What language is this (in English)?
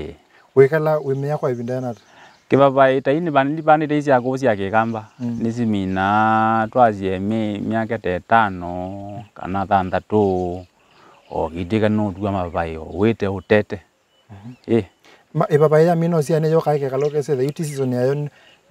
Kamba